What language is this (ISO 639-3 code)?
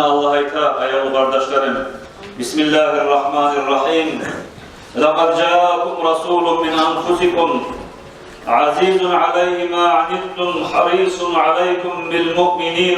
kum